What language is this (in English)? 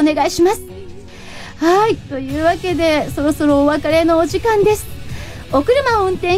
Japanese